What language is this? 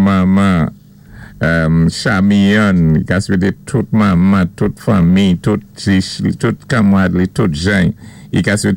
Saint Lucian Creole French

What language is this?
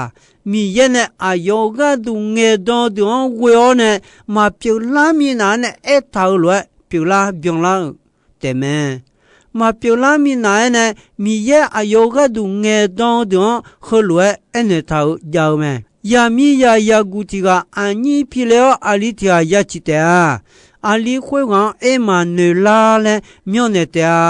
Akha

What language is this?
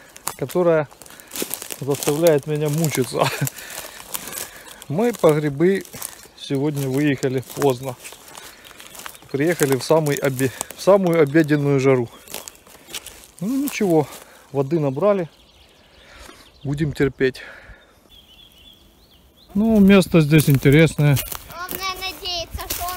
Russian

